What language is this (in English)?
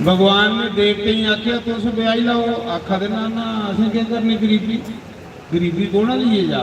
Dogri